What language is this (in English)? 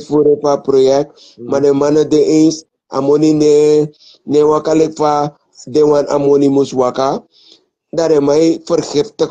Sranan Tongo